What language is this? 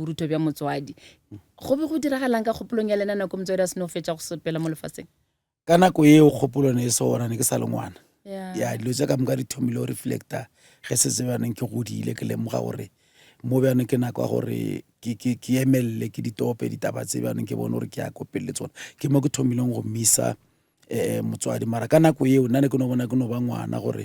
Northern Sotho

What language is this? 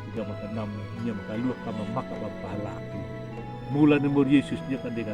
Anakalangu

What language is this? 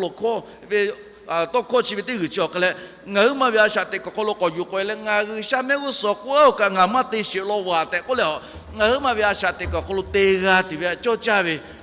Lahu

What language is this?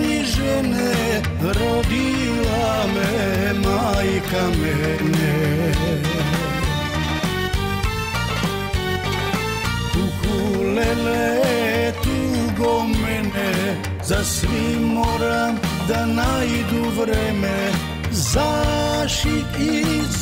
Serbian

